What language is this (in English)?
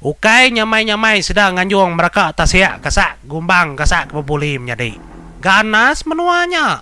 Iban